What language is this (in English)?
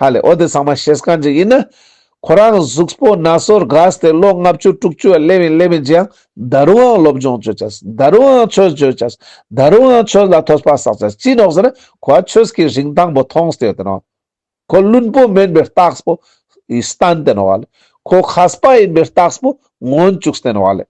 Ladakhi